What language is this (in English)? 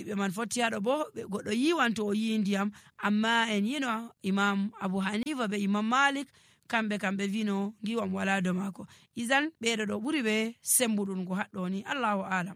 Nigerian Fulfulde